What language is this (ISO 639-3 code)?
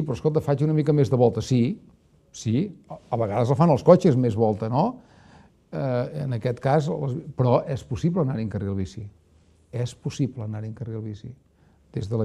cat